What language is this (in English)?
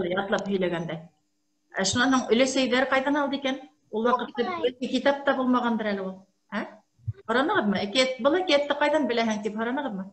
Bashkir